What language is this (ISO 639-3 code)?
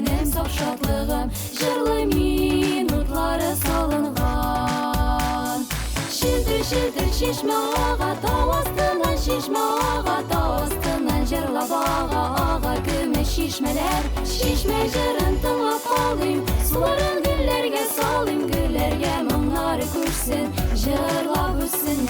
tat